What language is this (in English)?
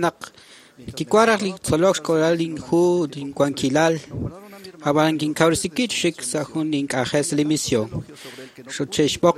Kekchí